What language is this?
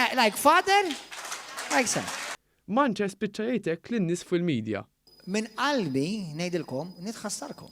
Maltese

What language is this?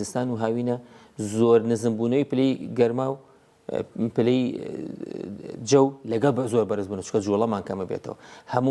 Central Kurdish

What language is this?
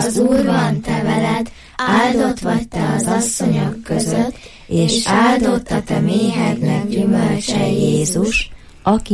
Hungarian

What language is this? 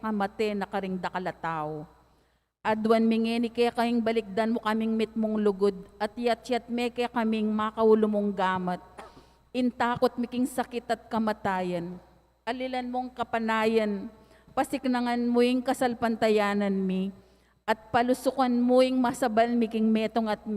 Pampanga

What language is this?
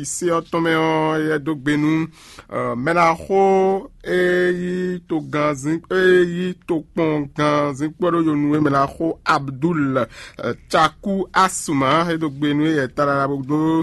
Fon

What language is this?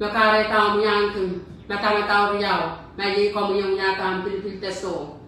Pohnpeian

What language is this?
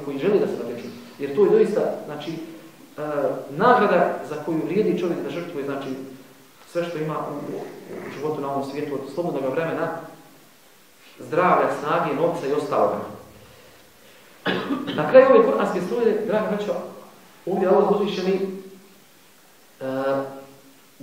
Bosnian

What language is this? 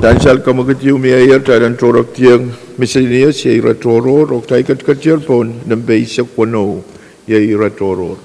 Pohnpeian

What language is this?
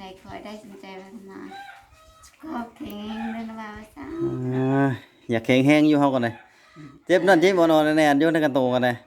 Lao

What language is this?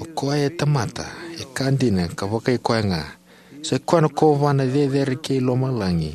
Fijian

